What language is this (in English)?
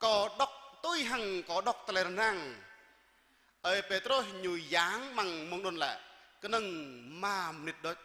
Jarai